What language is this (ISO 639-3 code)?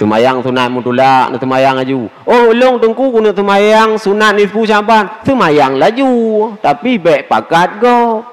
ace